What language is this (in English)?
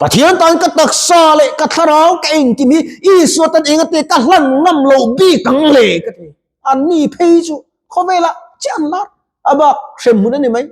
Mizo